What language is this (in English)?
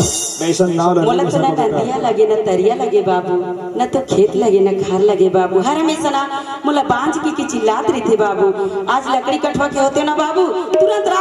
Chhattisgarhi